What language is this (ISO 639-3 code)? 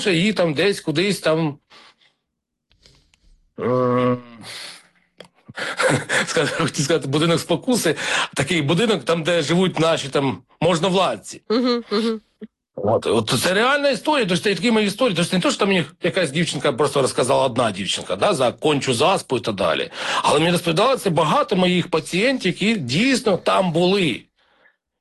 ukr